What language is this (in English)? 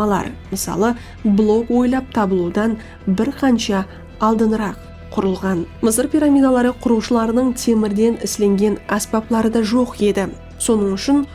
Kara-Kalpak